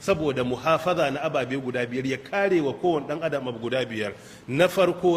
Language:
Hausa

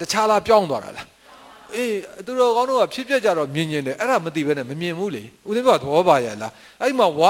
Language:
Burmese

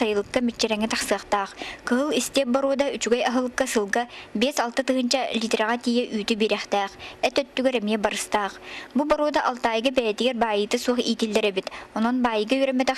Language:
Yakut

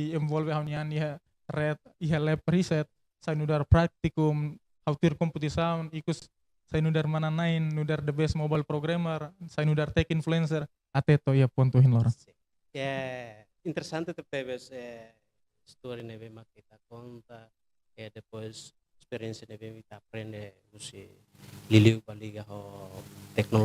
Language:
Tetum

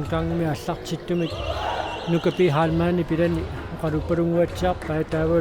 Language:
Kalaallisut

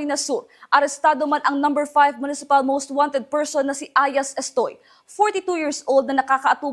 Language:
Bikol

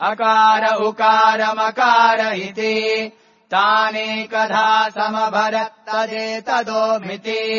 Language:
Sanskrit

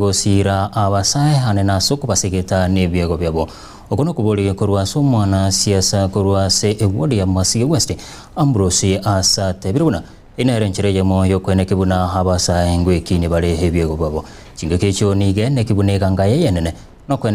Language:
Gusii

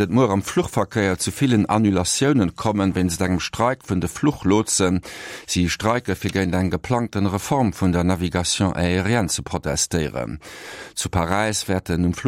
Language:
Luxembourgish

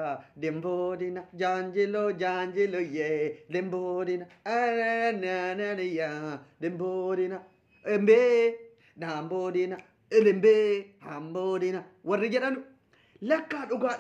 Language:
Oromo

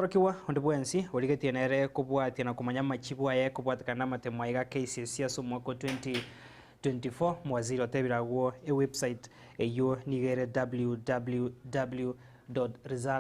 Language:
Gusii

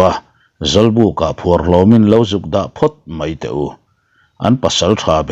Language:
Mizo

